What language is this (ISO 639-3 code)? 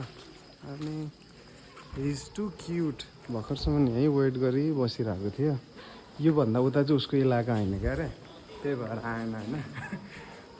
nep